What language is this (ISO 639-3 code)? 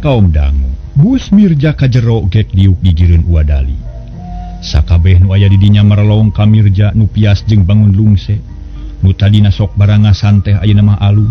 sun